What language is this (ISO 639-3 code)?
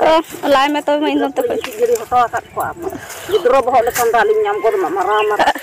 sat